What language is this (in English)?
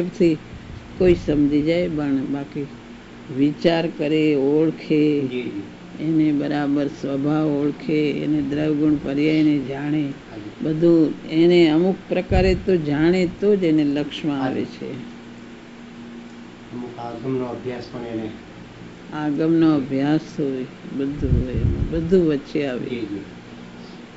Gujarati